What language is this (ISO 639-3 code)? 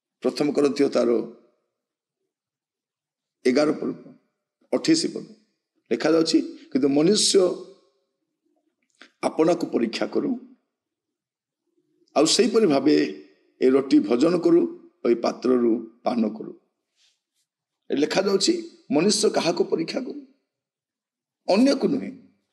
ori